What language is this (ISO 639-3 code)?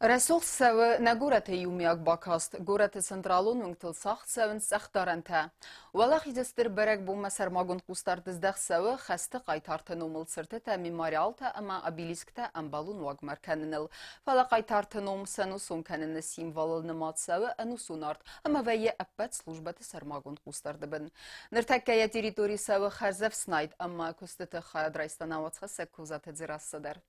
oss